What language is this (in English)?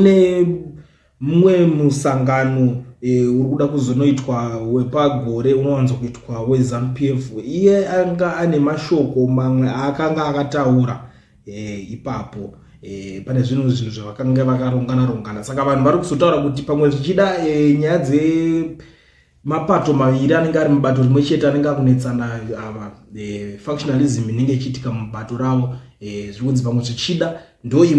Shona